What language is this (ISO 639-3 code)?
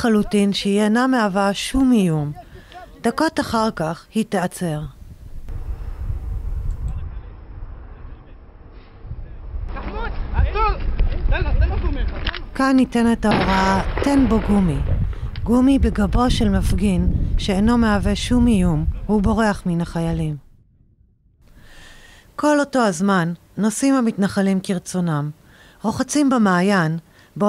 heb